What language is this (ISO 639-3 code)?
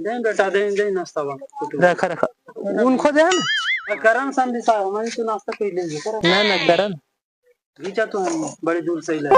mag